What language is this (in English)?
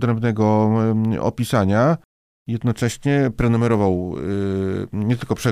Polish